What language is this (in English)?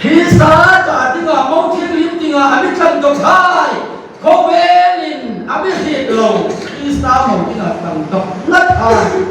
Hmar